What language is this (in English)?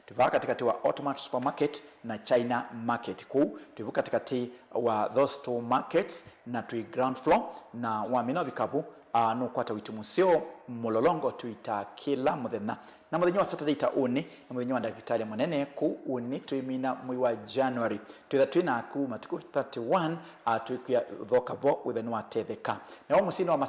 Kamba